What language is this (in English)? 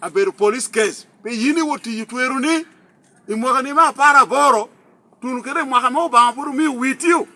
Lango (Uganda)